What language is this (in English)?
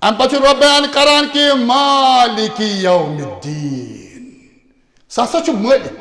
Kashmiri